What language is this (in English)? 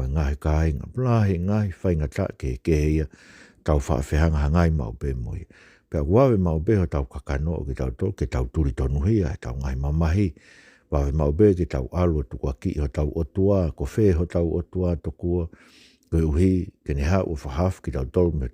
Tongan